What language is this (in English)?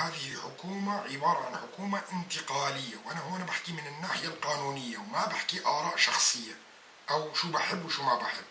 North Levantine Arabic